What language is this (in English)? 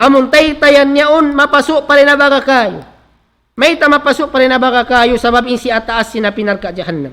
Tausug